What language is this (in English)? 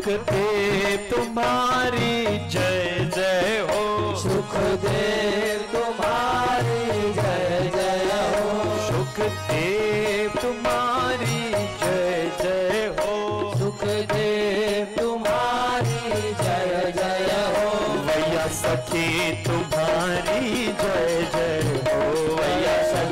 Hindi